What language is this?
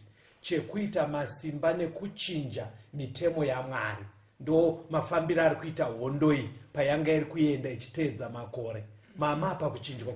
Shona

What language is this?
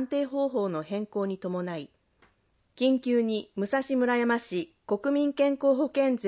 Japanese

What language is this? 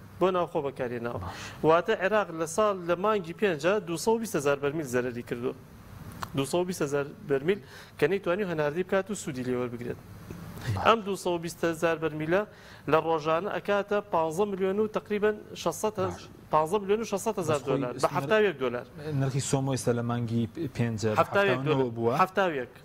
Central Kurdish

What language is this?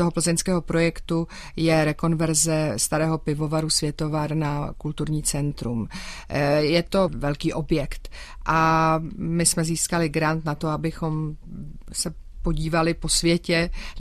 Czech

